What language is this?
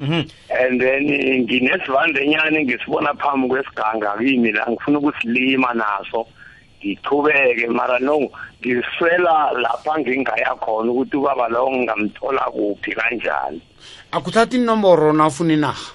South Ndebele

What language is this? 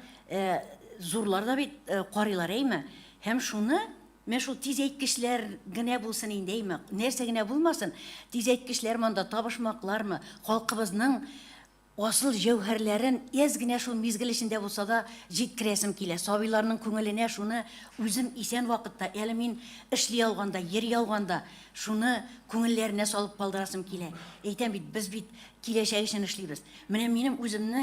Tatar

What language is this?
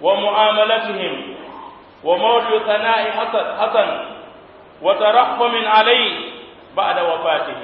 Pular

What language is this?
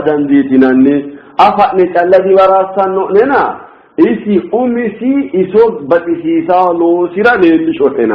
Sidamo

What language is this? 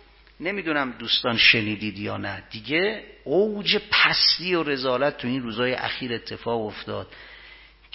Persian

